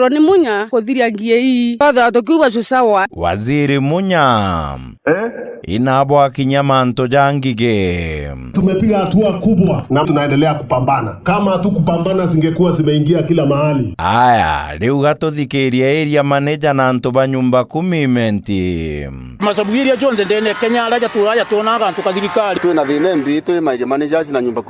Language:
Meru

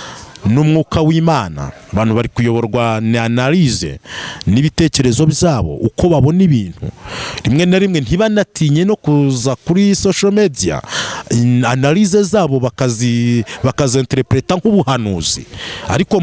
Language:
Kinyarwanda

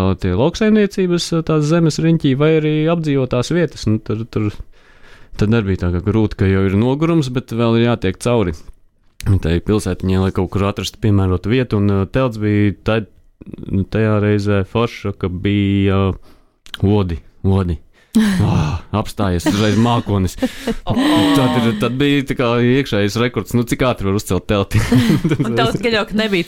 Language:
Latvian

